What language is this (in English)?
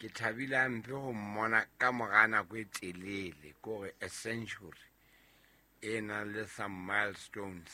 Southern Sotho